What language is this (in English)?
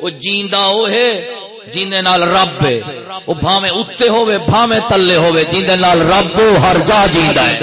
Saraiki